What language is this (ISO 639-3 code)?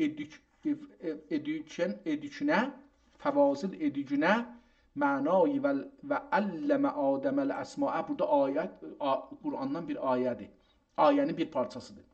azb